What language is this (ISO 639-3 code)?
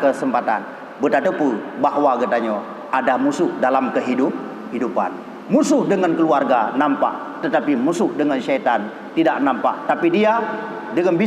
ace